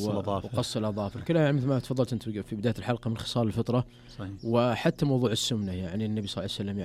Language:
Najdi Arabic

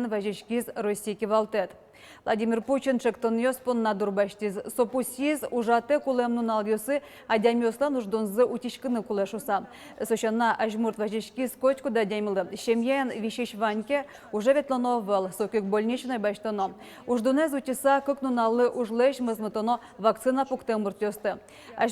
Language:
Udmurt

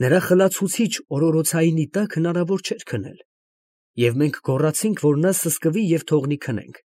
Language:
Armenian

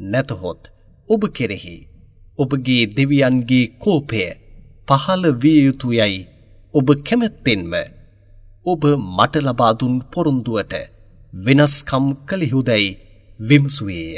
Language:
Sinhala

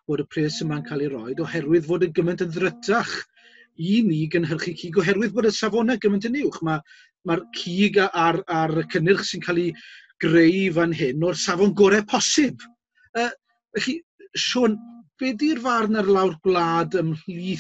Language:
Welsh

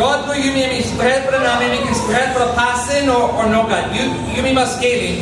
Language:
Tok Pisin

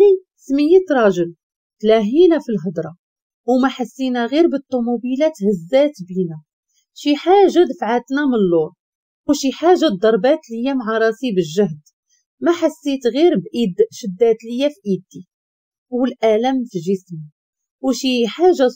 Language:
Moroccan Arabic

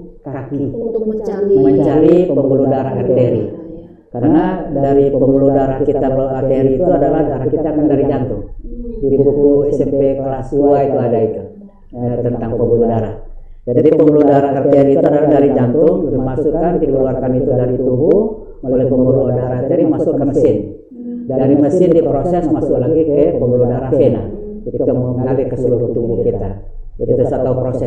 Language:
Indonesian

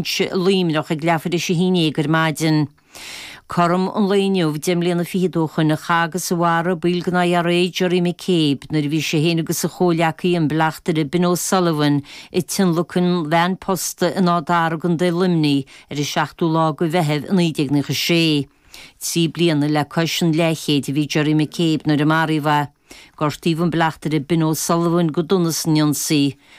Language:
Irish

